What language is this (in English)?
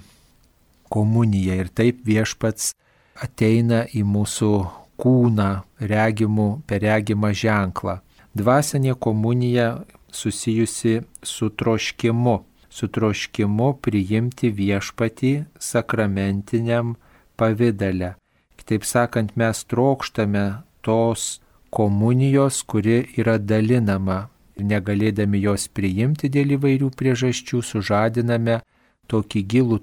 Lithuanian